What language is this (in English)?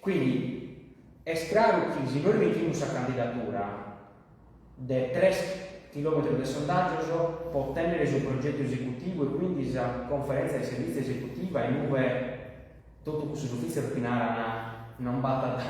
Sardinian